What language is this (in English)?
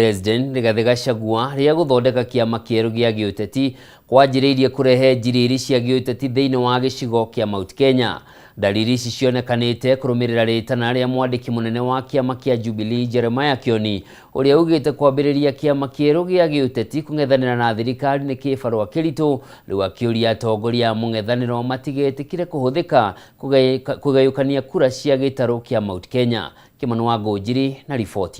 Kikuyu